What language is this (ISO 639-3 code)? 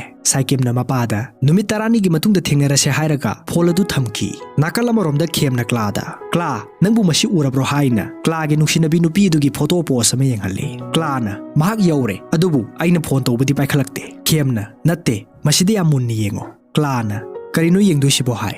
mni